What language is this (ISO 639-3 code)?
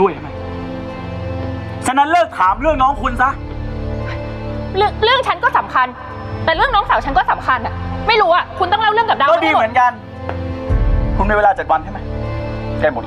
tha